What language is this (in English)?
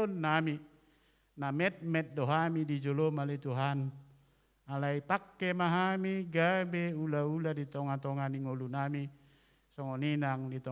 Batak Toba